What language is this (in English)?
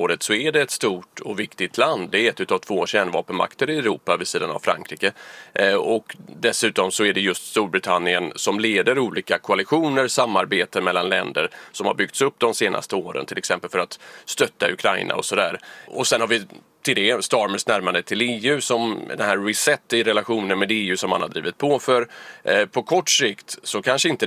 Swedish